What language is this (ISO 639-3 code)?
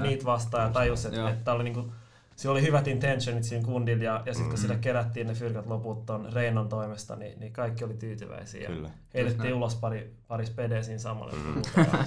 fin